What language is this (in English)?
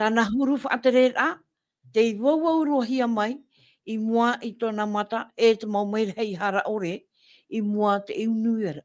Tahitian